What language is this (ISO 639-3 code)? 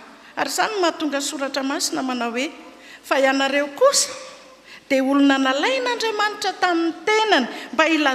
mlg